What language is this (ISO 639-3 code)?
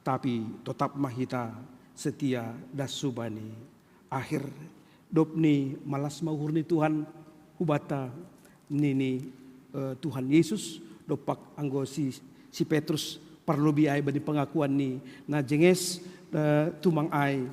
bts